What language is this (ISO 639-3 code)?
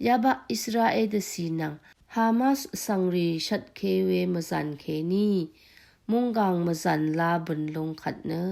raw